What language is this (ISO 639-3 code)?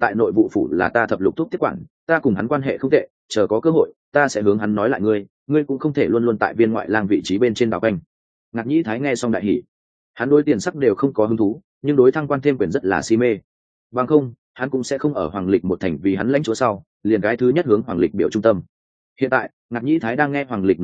vie